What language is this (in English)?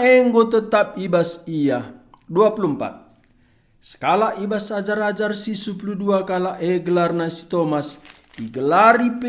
Batak Karo